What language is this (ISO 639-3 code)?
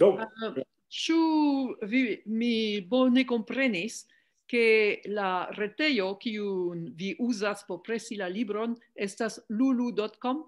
epo